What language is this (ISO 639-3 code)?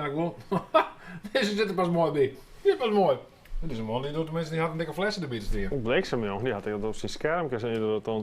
fry